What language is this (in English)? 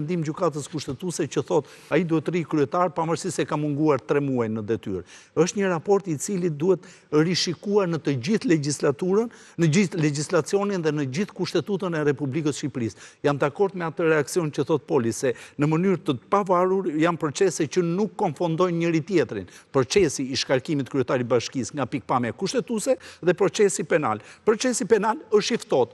Albanian